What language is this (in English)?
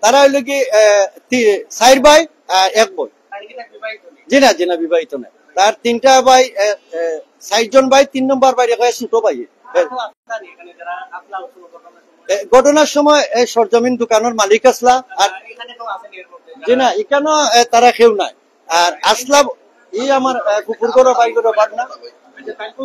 Sylheti